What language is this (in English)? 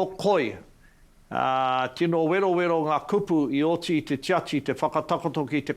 Māori